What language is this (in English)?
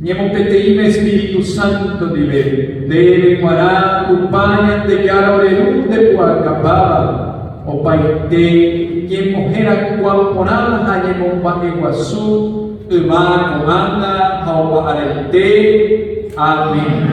Guarani